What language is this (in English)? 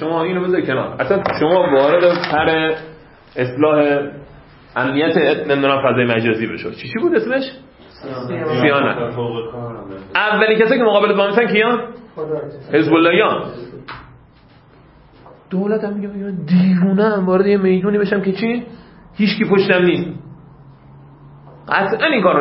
Persian